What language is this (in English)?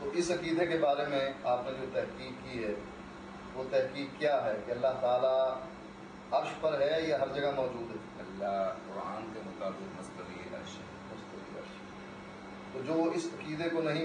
Urdu